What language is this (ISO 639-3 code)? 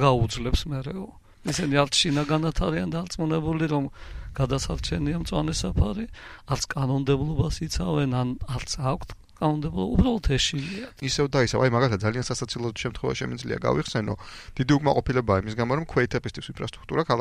kat